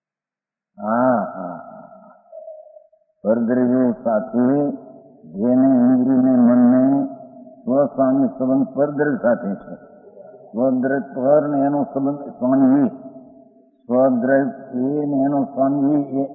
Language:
Gujarati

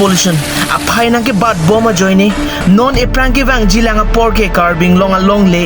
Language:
Karbi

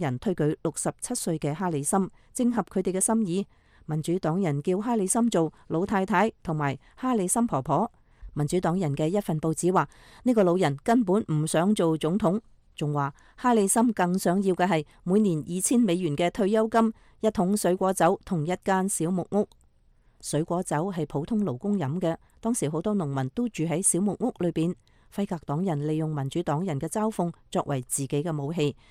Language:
Cantonese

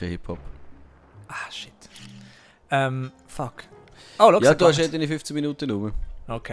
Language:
Swiss German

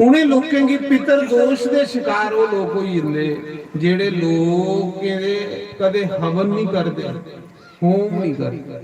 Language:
Dogri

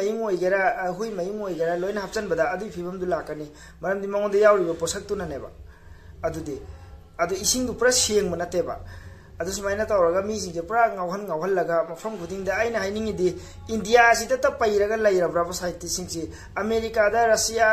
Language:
Manipuri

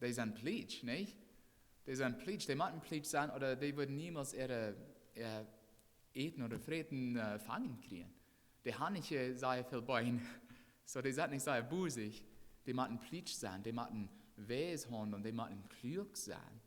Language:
Plautdietsch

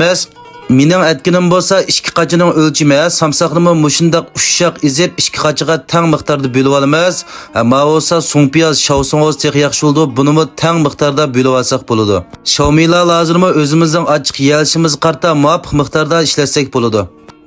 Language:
Uyghur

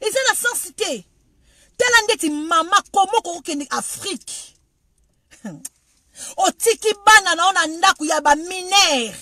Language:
Lingala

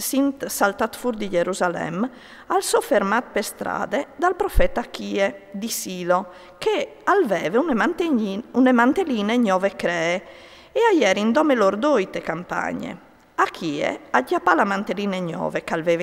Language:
Friulian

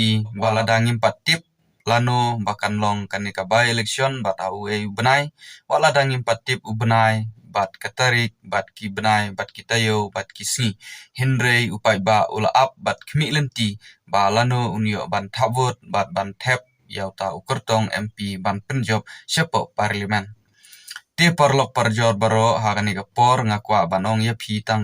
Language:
Khasi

